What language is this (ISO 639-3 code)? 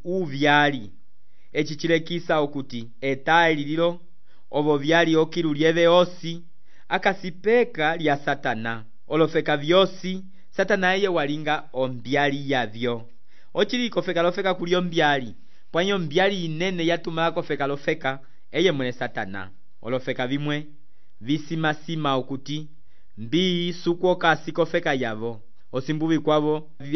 umb